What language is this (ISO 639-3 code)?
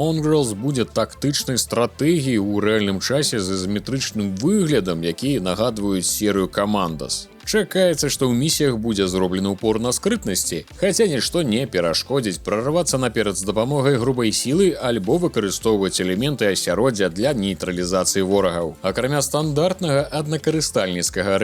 bel